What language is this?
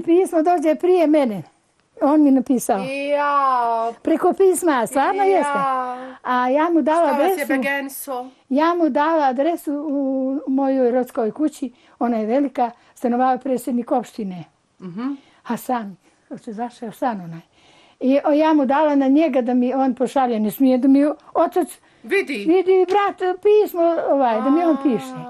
Bosnian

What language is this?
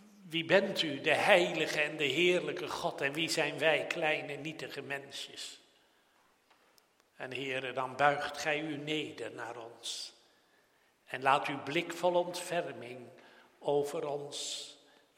Dutch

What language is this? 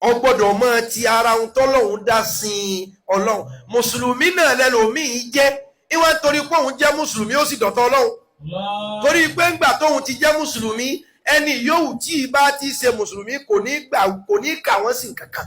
Yoruba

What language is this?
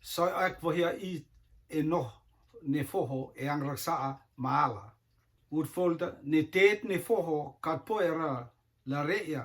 Rotuman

